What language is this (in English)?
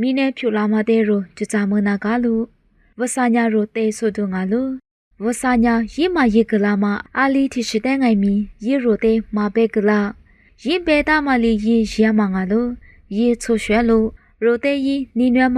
Lisu